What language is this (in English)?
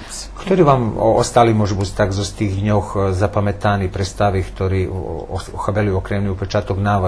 Rusyn